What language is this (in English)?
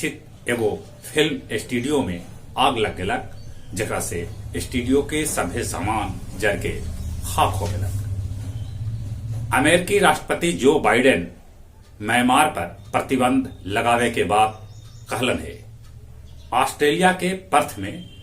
Magahi